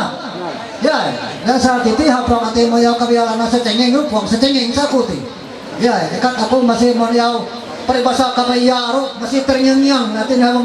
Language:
Ma'anyan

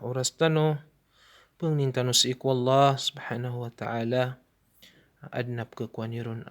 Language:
Maranao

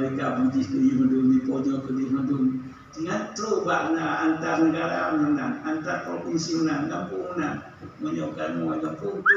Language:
Achinese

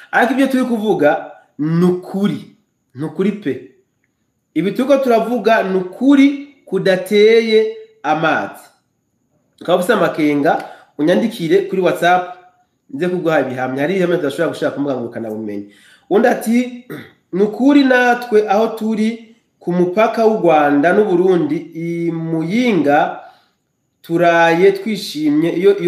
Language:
Rundi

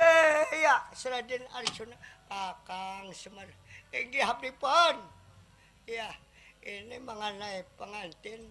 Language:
Banjar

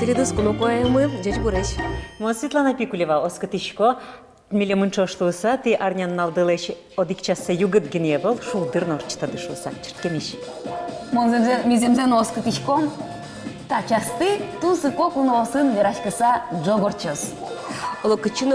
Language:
Udmurt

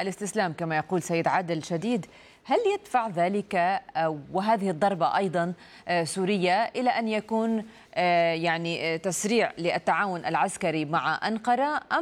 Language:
Arabic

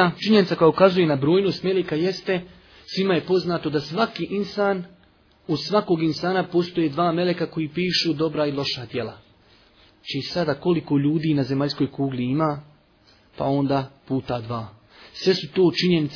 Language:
Bosnian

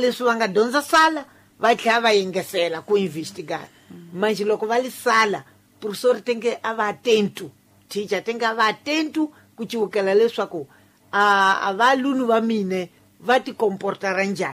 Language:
Tsonga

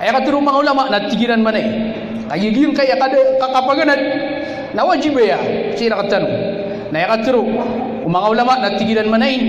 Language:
Maranao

